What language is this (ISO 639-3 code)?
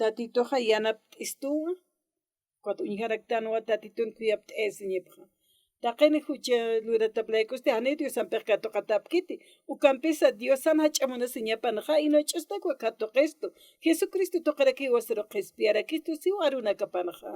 aym